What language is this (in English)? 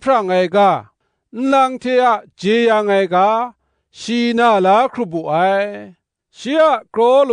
Kachin